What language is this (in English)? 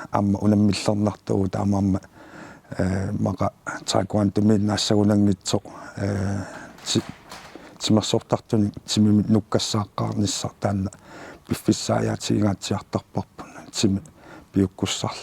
Kalaallisut